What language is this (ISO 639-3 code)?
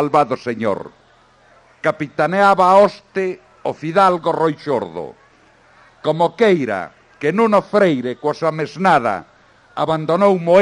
glg